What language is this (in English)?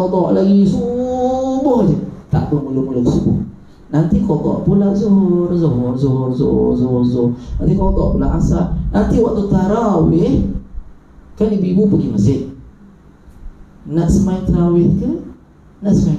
Malay